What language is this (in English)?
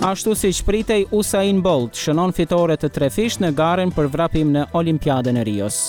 Albanian